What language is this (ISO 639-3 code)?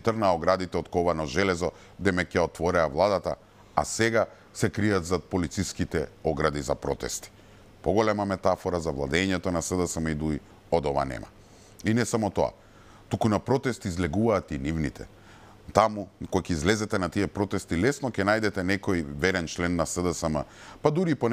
mkd